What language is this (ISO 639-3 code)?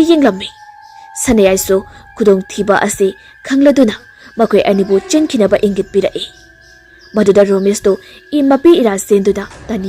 mni